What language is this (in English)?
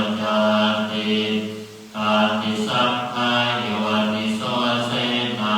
Pali